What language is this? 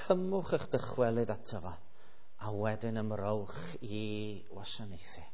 Welsh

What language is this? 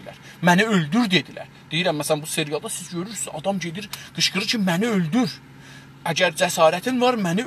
South Azerbaijani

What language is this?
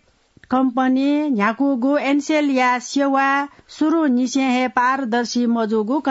Newari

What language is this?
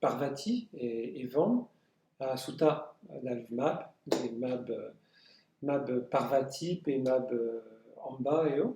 Breton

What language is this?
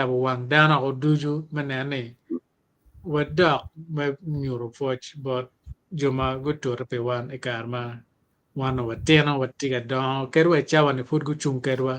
Acoli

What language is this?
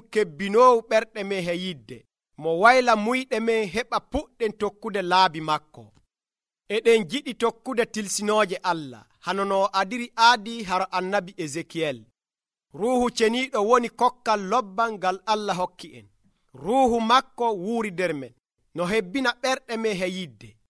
Nigerian Fulfulde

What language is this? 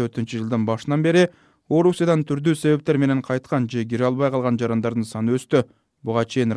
Kyrgyz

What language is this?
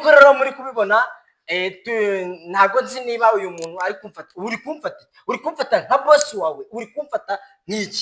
Kinyarwanda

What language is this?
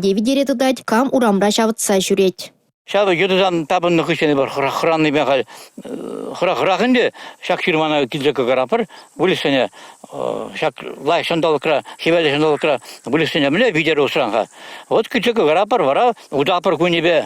Chuvash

